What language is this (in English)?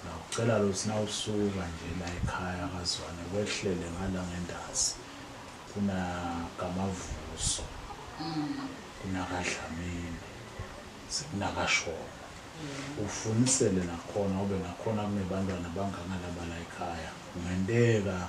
Zulu